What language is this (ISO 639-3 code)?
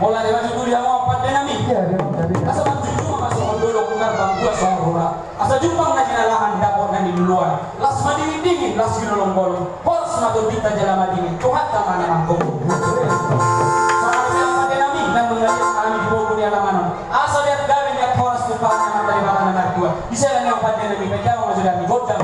bbc